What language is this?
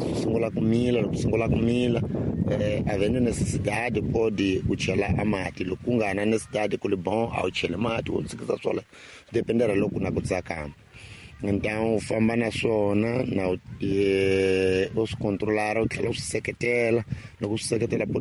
Tsonga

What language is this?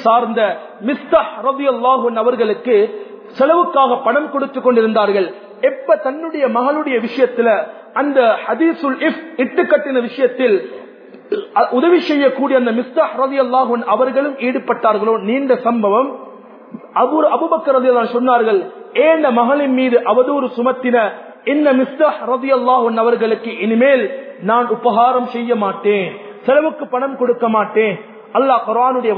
Tamil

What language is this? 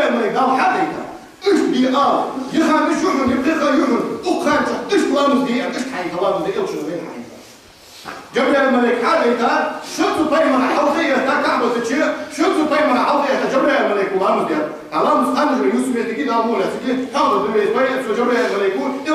Ingush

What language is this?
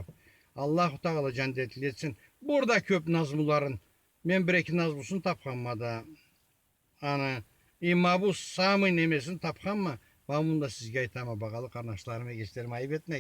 Karachay-Balkar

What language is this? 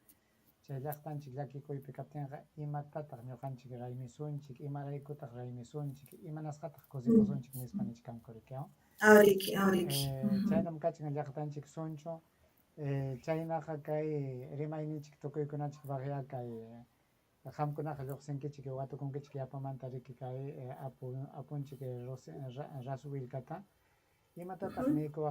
Ayacucho Quechua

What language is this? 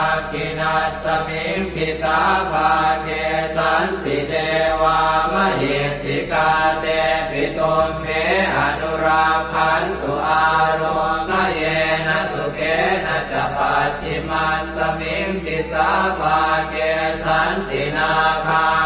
Pali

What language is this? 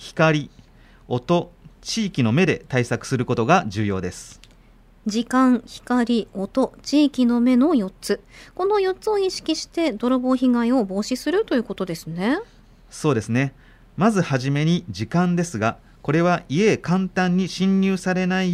Japanese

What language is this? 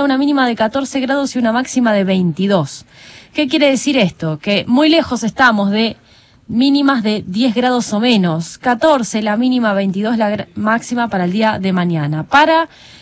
Spanish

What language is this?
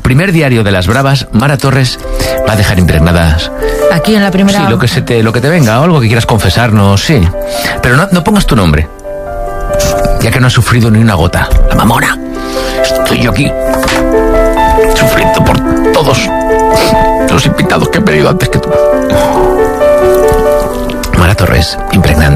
Spanish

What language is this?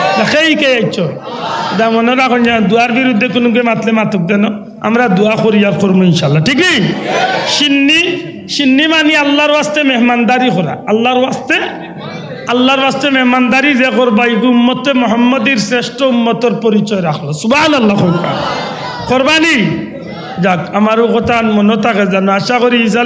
Sylheti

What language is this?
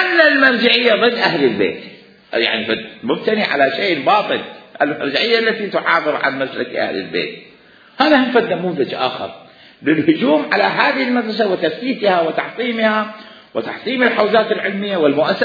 Mesopotamian Arabic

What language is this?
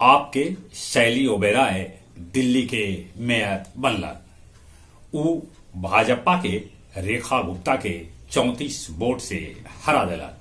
Magahi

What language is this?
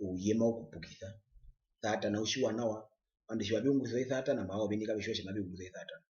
Herero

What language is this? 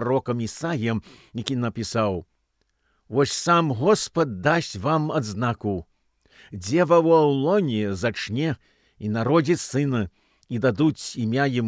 Belarusian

